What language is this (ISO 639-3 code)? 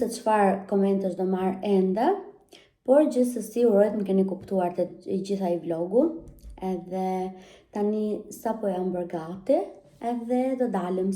sqi